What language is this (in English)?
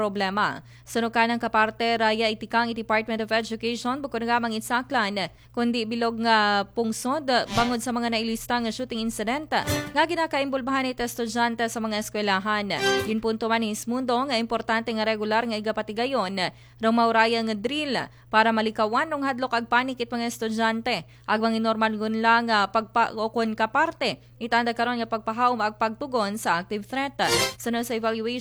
Aklanon